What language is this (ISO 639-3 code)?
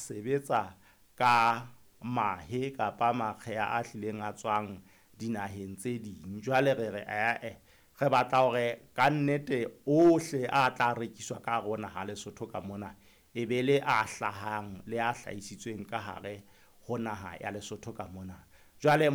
sot